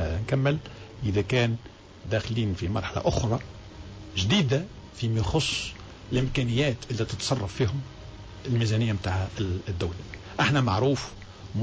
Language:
Tunisian Arabic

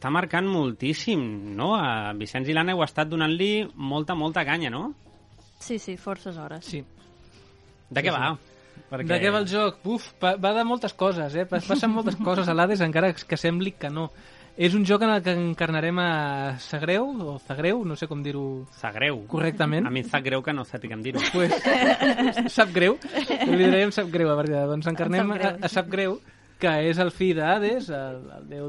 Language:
Catalan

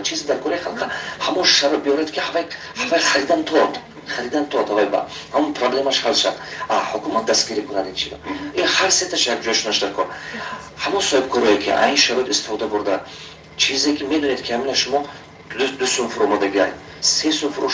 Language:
Tajik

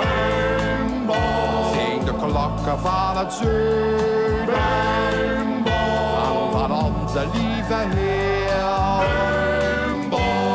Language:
Dutch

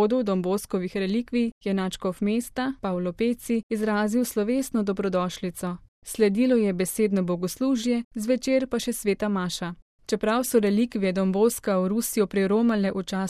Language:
Slovenian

